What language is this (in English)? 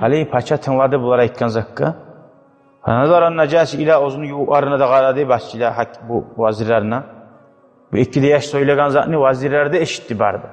Kumyk